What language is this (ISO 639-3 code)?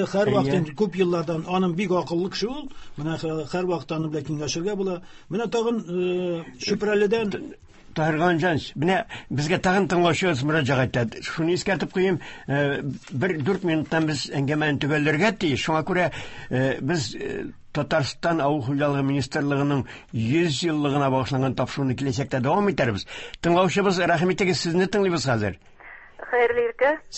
tat